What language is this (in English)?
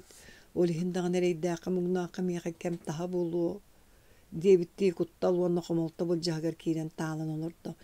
Yakut